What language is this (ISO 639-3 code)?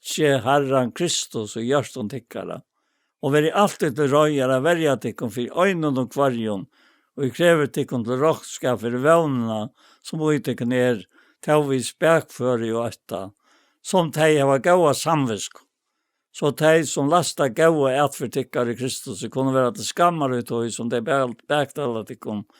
fao